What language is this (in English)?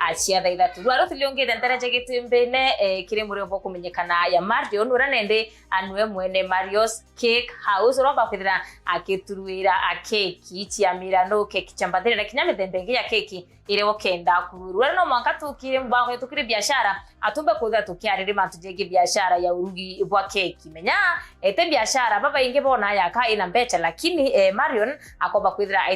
Meru